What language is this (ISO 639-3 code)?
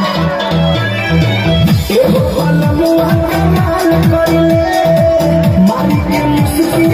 bho